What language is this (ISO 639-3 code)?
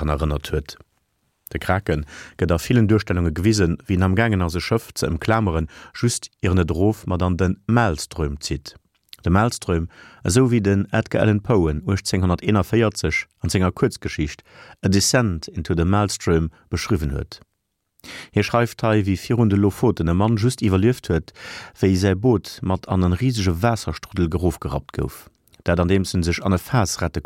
ltz